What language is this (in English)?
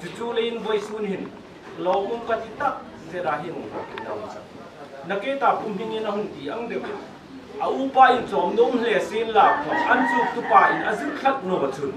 Hmar